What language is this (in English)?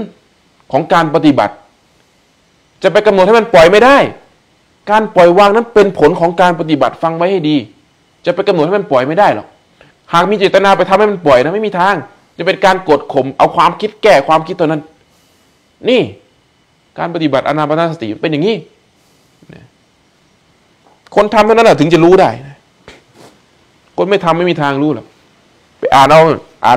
Thai